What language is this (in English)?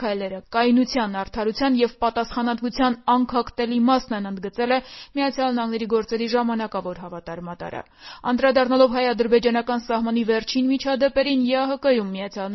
Armenian